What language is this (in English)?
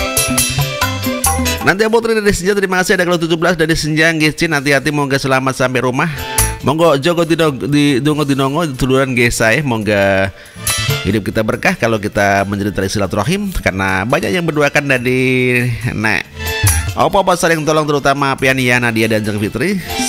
Indonesian